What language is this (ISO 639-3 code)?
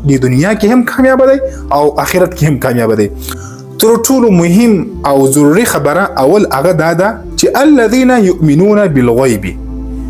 pus